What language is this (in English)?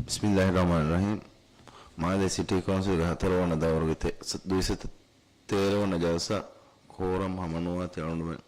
Divehi